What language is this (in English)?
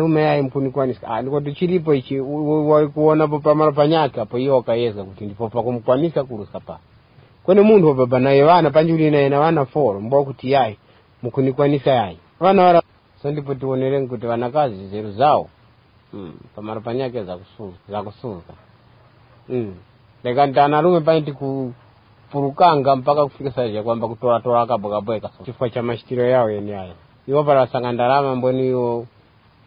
Tumbuka